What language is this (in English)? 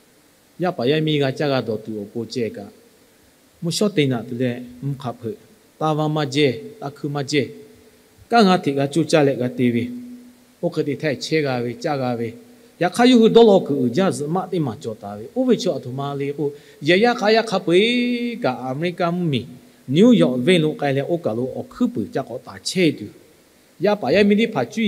Lahu